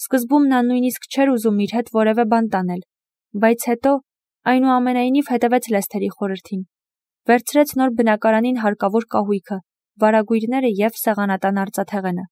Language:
Armenian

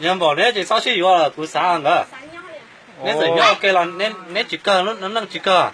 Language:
Hmong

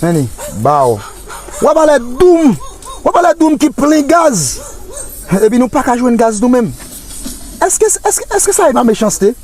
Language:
Haitian Creole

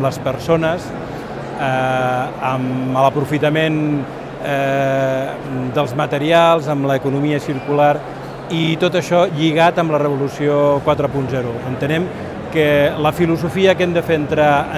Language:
Catalan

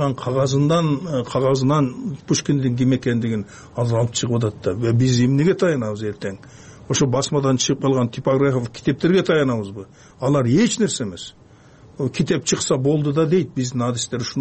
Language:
Kyrgyz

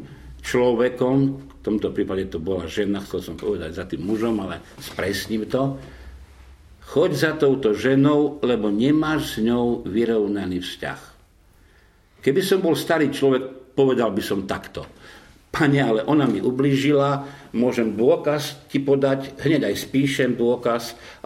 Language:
Slovak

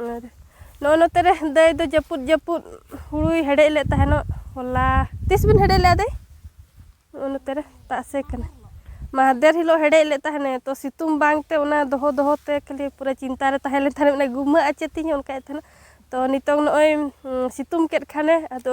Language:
Santali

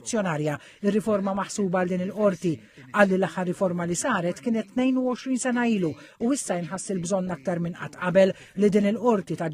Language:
Maltese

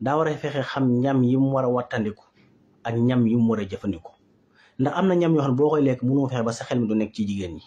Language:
Wolof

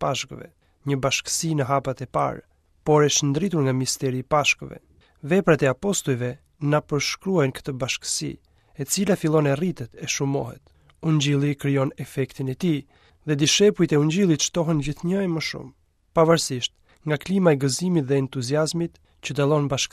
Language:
Albanian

